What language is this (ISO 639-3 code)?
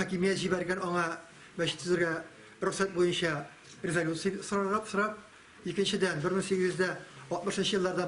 tat